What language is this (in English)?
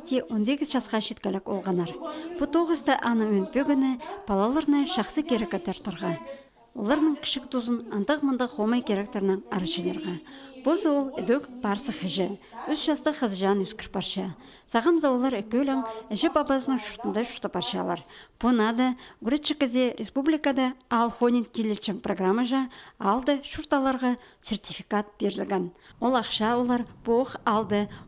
Khakas